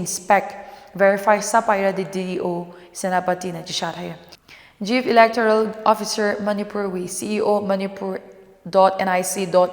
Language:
Tangkhul Naga (India)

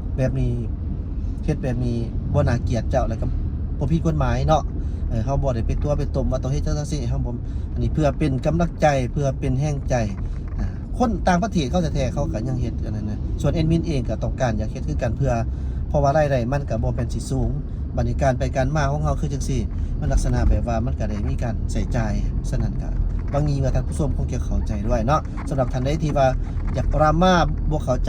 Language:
Lao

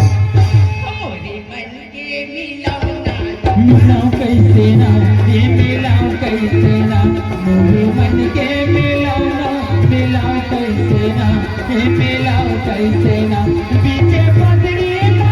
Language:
Chhattisgarhi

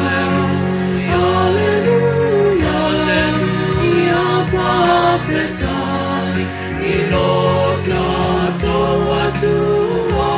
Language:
Samoan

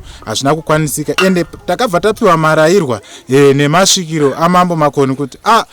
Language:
Shona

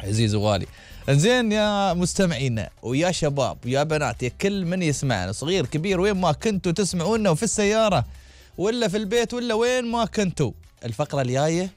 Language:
Gulf Arabic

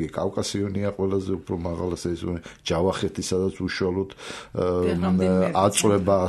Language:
Georgian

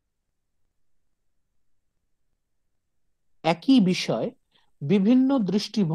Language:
Bangla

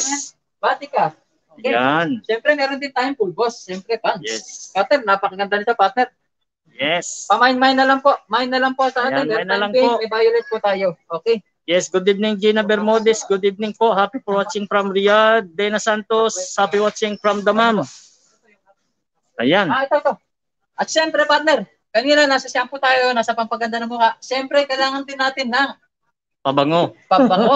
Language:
Filipino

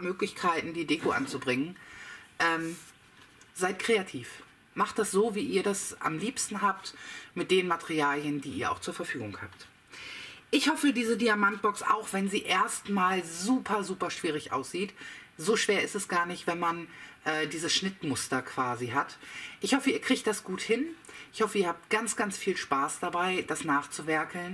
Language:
German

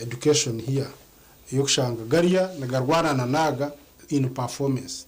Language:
Nyankole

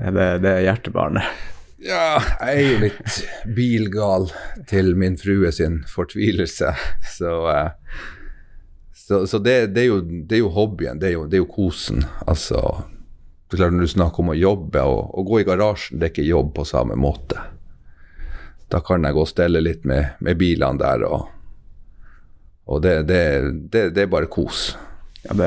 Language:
Norwegian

